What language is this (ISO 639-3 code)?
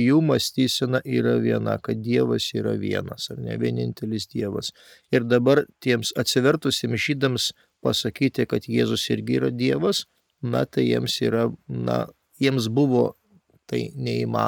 lit